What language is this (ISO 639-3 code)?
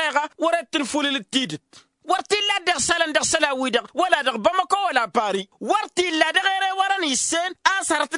taq